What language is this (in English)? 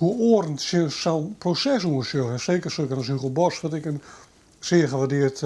Western Frisian